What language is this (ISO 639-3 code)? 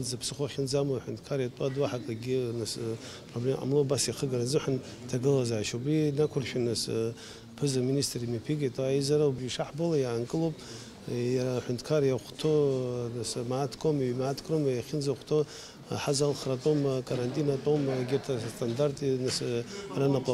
abk